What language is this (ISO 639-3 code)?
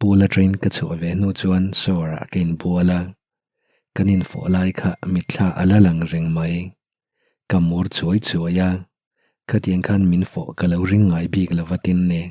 lus